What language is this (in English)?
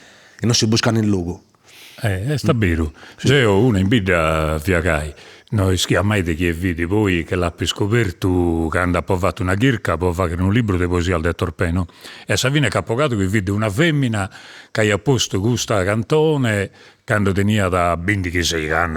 Sardinian